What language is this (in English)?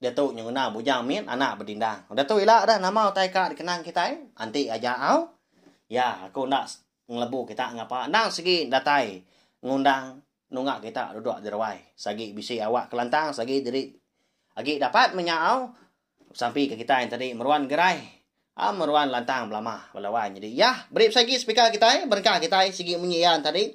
Iban